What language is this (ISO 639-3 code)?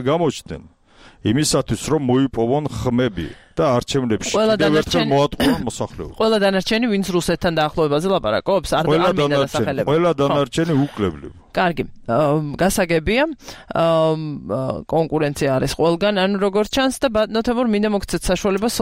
kat